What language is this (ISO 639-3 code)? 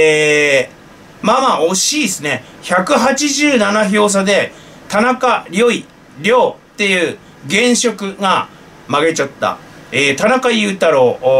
jpn